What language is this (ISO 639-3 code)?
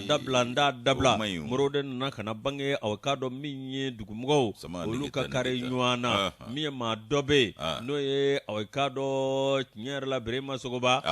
bam